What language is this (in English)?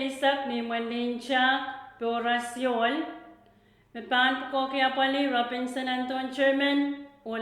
Pohnpeian